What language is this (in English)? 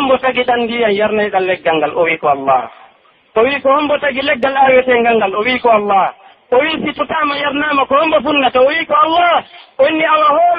Pular